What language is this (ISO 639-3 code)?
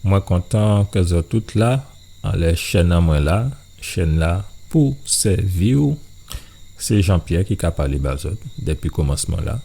gcf